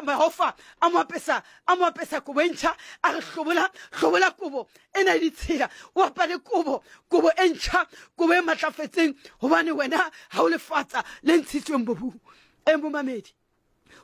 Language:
Southern Sotho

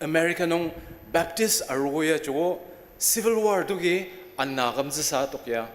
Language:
Ao Naga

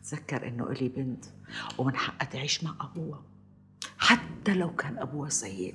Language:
North Levantine Arabic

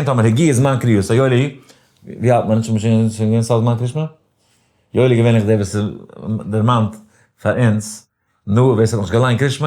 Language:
Yiddish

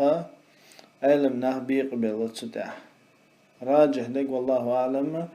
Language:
Chechen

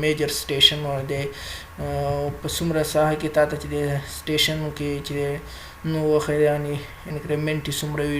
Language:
Pashto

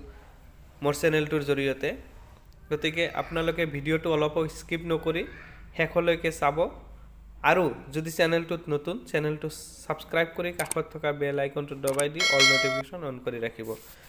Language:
Assamese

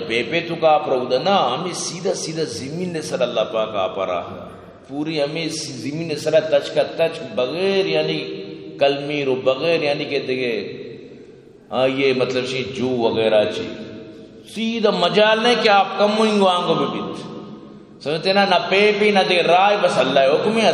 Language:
Eastern Balochi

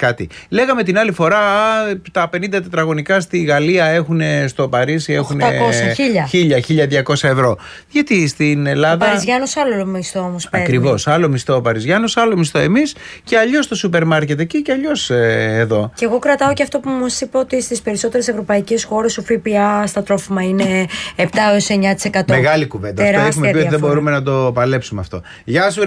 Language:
Greek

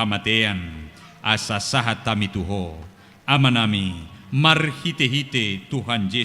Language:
Batak Toba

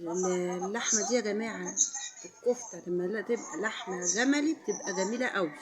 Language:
Egyptian Arabic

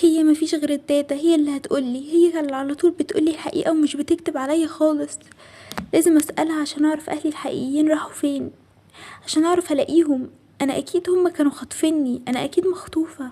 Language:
Egyptian Arabic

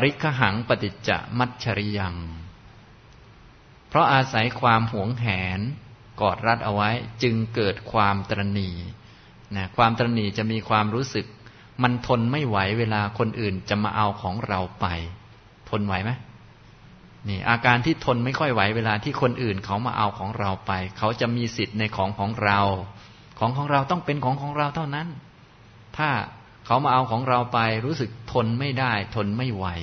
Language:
Thai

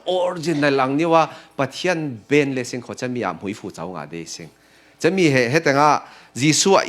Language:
Falam Chin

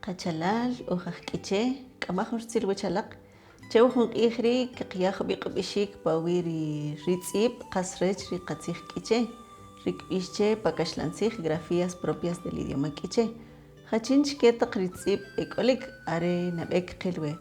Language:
Kʼicheʼ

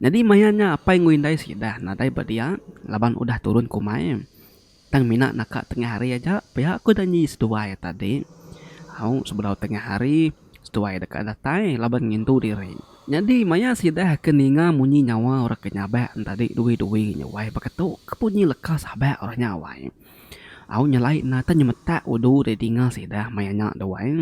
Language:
Iban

